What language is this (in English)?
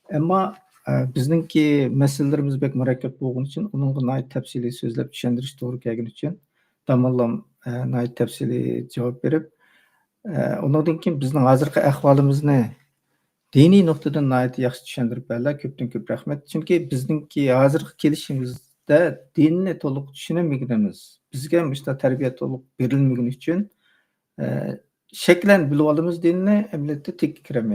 Uyghur